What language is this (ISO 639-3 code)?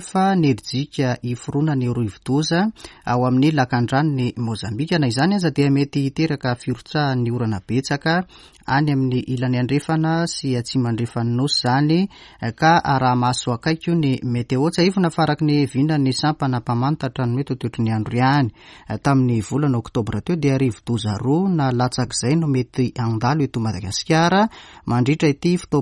mlg